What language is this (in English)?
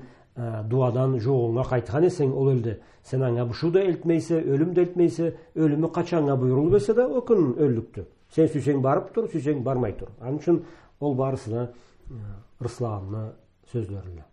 Karachay-Balkar